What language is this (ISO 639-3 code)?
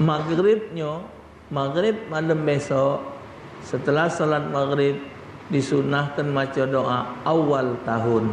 mui